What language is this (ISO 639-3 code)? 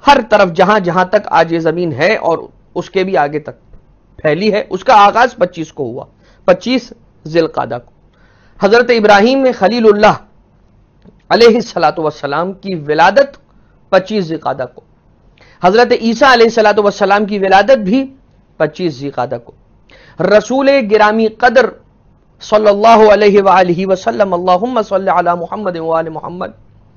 urd